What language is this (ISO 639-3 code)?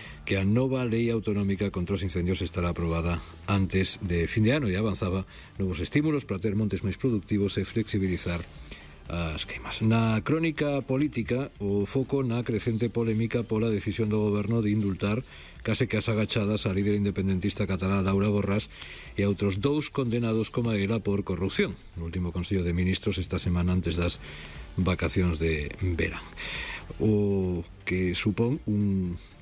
glg